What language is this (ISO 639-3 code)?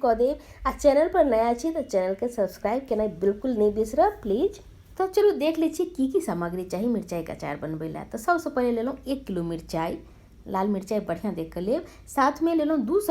mai